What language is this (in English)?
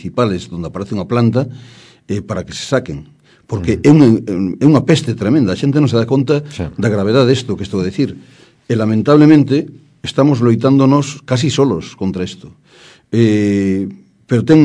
Galician